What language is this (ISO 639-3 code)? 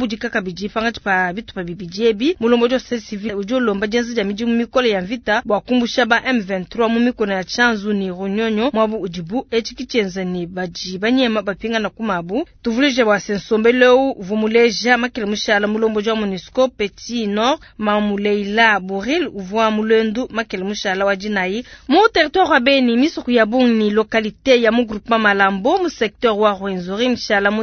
lua